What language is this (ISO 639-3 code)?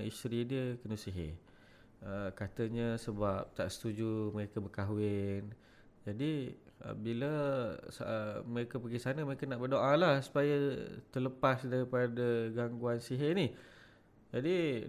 msa